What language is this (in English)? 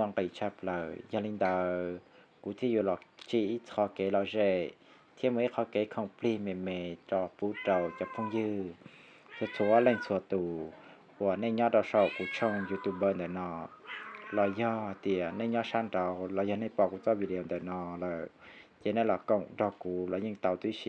Hmong